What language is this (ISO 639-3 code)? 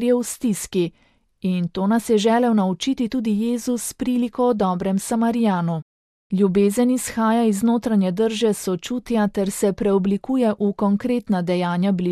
slv